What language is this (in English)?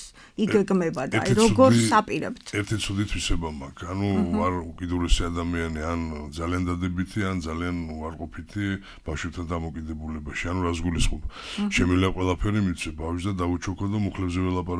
Georgian